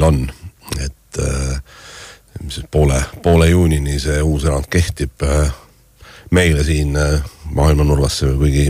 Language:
Estonian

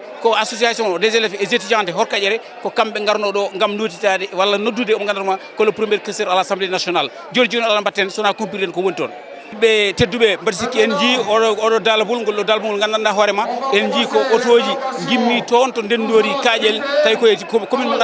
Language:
Fula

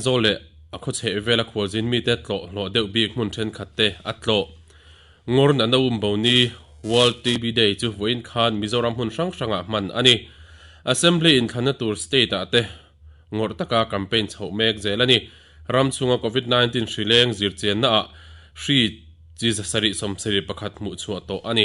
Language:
Mizo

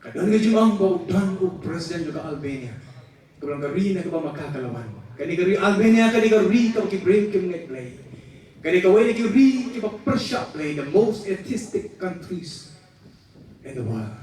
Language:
Khasi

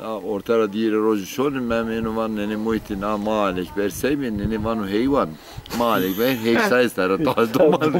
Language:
Zaza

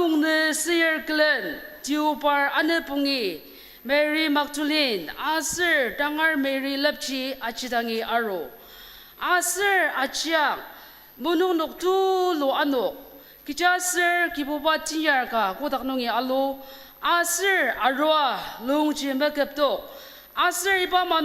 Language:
Ao Naga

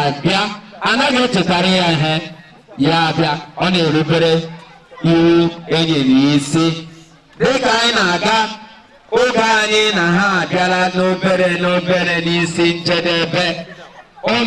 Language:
Igbo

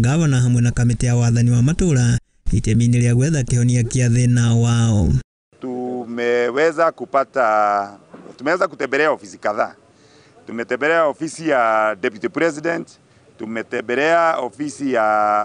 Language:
Kikuyu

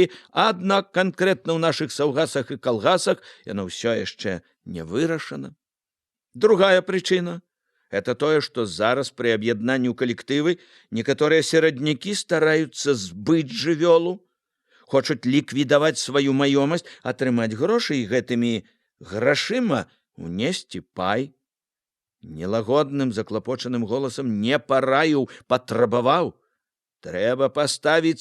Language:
Belarusian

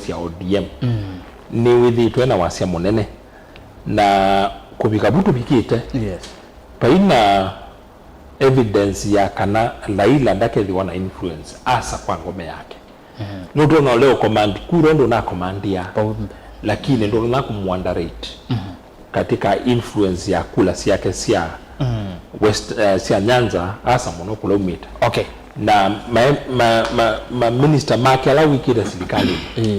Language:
Kamba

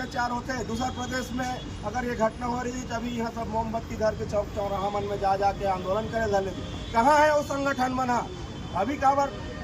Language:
Chhattisgarhi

